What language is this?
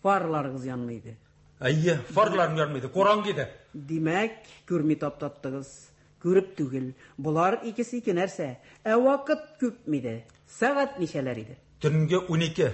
Tatar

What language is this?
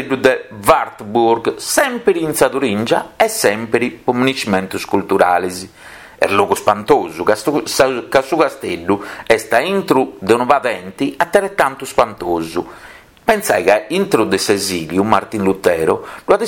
Sardinian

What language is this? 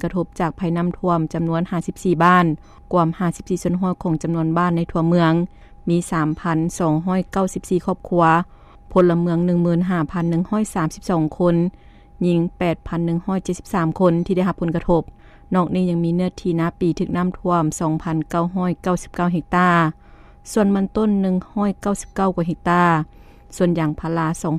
Lao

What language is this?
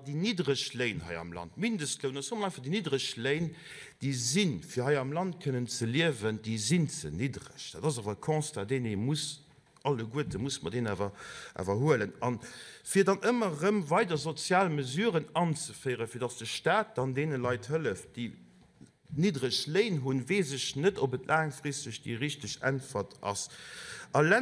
Luxembourgish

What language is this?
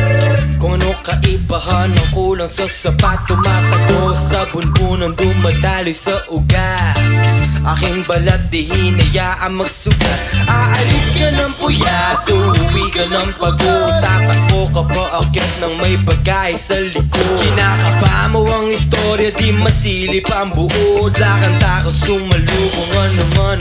Filipino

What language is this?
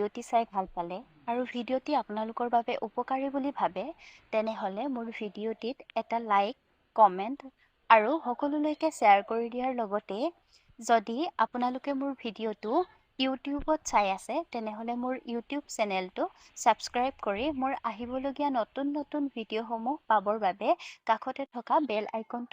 Assamese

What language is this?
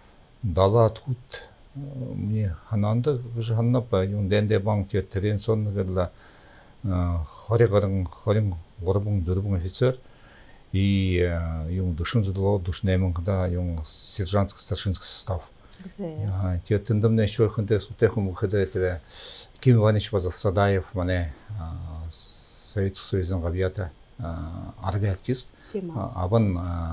Buriat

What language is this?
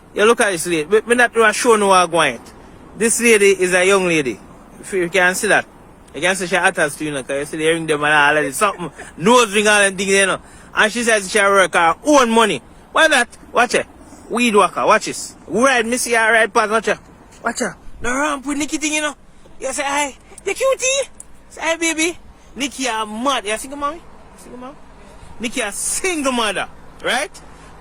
Jamaican Creole English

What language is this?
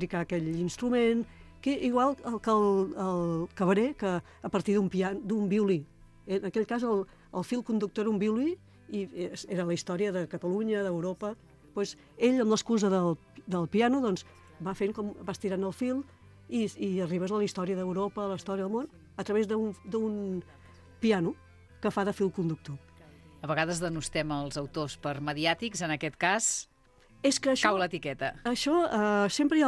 Catalan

